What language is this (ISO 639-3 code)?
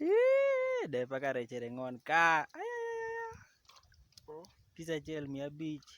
adh